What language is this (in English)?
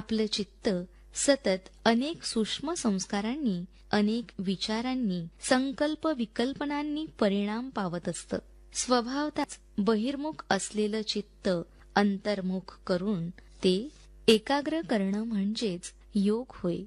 Marathi